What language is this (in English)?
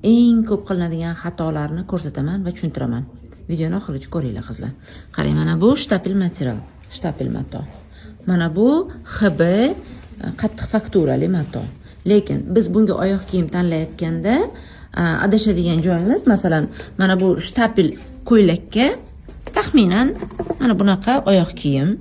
Uzbek